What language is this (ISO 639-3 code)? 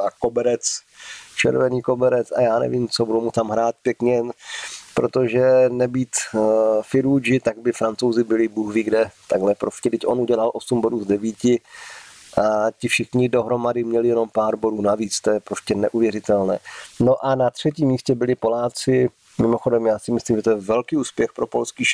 ces